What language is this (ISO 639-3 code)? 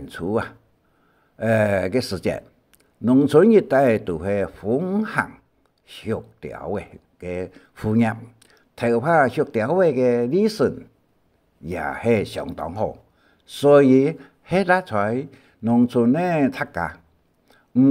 hak